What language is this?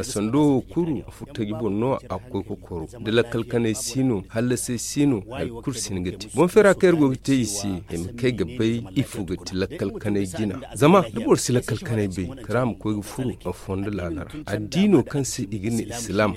Zarma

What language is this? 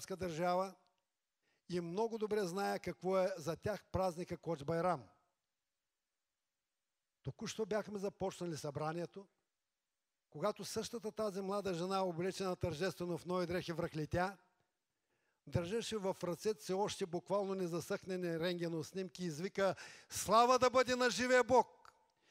Bulgarian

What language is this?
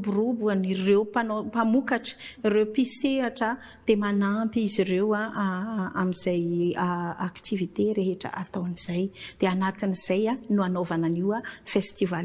Malagasy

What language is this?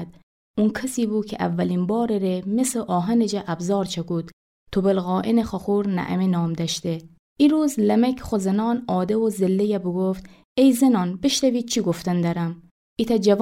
Gilaki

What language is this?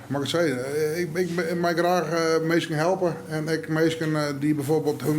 Western Frisian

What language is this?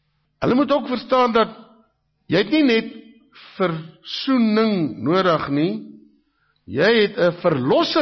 Afrikaans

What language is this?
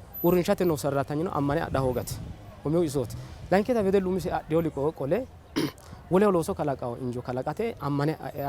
Sidamo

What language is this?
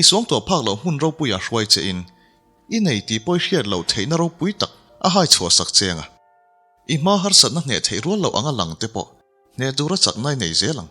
Mizo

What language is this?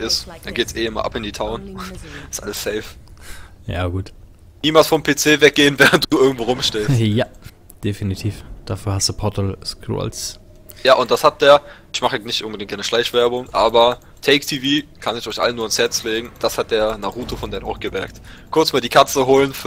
German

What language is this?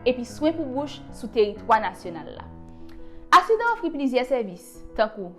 Haitian Creole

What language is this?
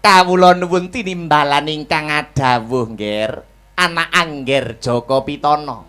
Javanese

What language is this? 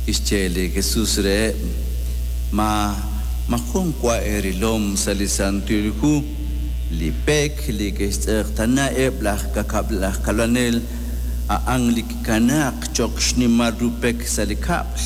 Kekchí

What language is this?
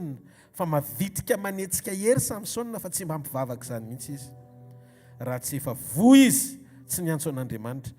Malagasy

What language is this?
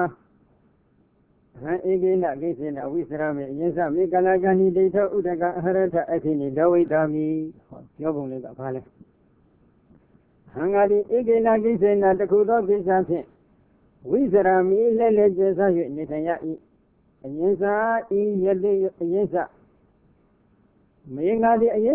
Burmese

